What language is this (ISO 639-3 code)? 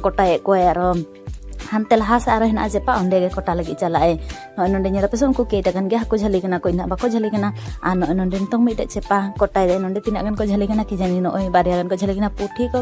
sat